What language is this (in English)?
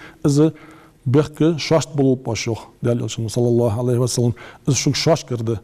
Ingush